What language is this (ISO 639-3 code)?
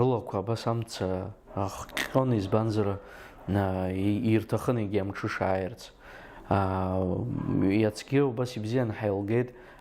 abk